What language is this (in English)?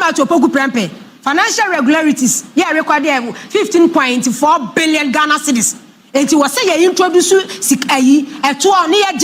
Akan